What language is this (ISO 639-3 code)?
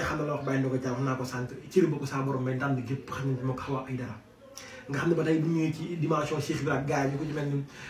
wol